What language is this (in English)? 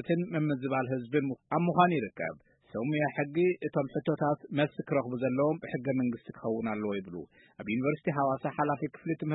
Tigrinya